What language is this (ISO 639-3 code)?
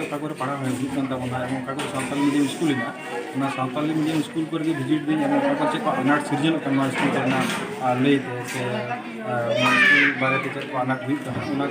sat